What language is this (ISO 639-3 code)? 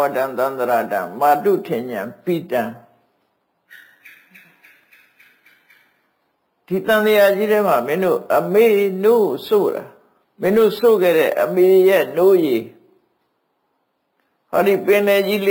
mya